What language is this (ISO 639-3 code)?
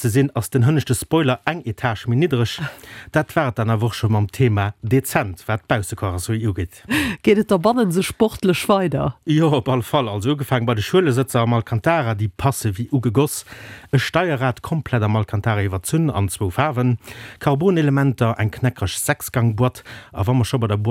ltz